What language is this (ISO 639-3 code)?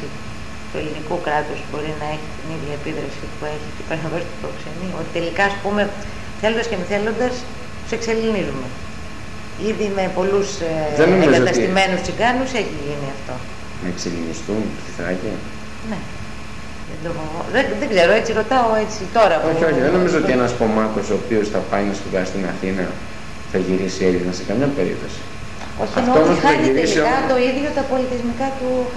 ell